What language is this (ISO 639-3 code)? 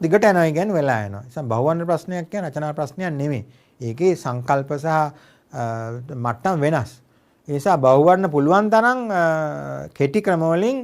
sin